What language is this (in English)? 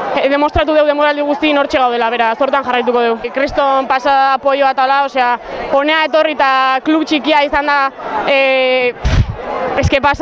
Basque